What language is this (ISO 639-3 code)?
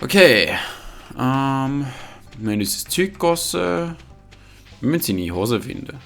gsw